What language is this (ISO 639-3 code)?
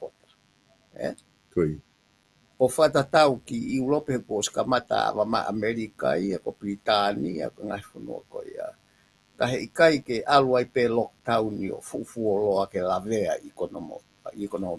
ton